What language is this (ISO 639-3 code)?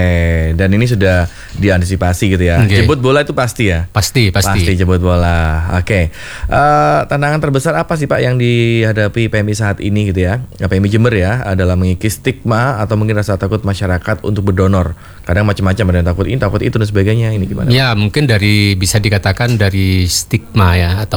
ind